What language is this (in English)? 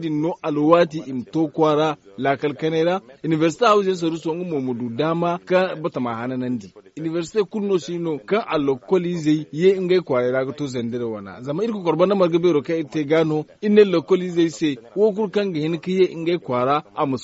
Zarma